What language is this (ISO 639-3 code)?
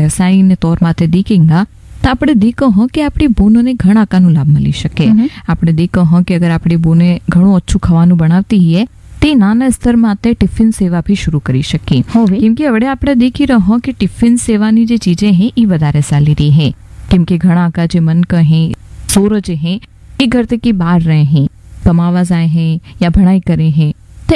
guj